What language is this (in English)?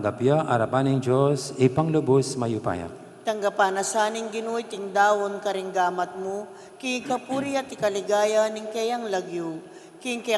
Pampanga